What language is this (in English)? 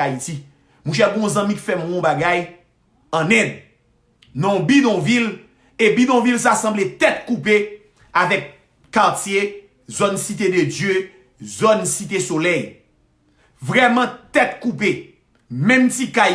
Haitian Creole